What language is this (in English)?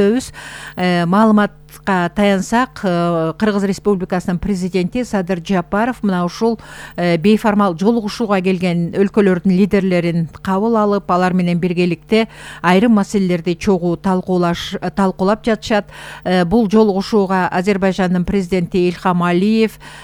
Kyrgyz